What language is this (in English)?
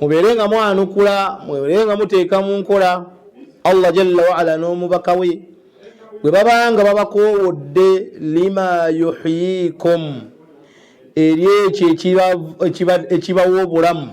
Ganda